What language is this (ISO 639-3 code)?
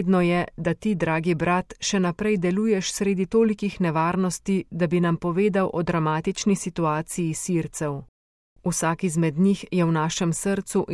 slv